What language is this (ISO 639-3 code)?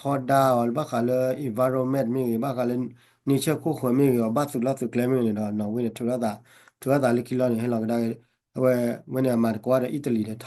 ksw